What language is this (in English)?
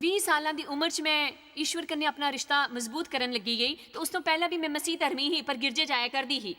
Dogri